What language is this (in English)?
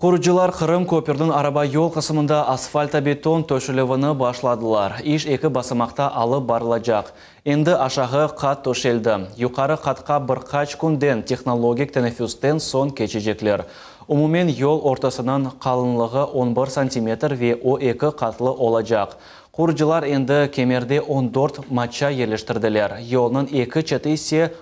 Crimean Tatar